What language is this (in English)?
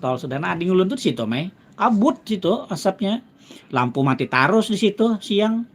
Banjar